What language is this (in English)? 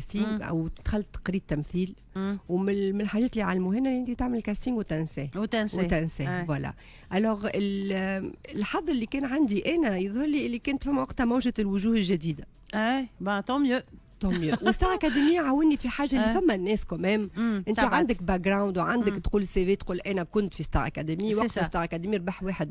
Tunisian Arabic